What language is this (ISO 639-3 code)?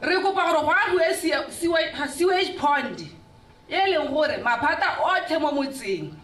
tsn